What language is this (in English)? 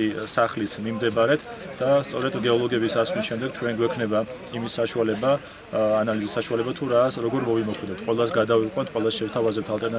Georgian